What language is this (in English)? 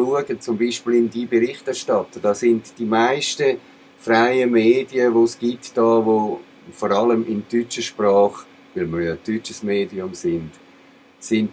Swiss German